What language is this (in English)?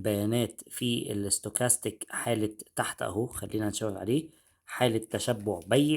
Egyptian Arabic